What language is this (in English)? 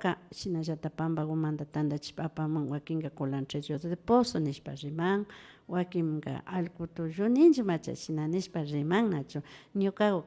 Imbabura Highland Quichua